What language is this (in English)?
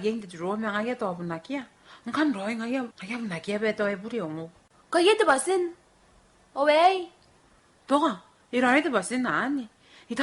Gilbertese